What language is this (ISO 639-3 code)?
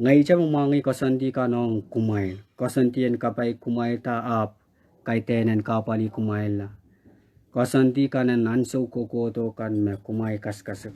pon